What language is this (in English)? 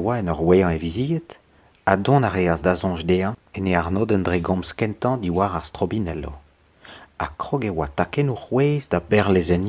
Breton